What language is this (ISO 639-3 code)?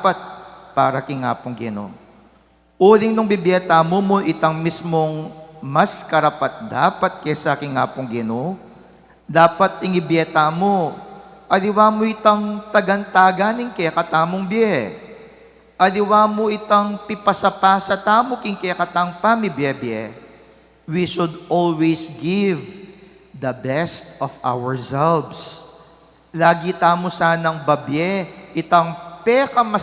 pam